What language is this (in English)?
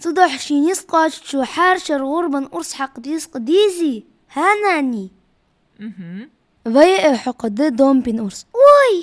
Ingush